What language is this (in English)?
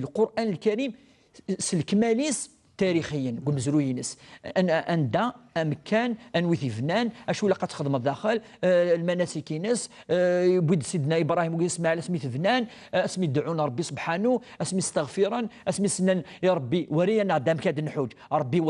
Kabyle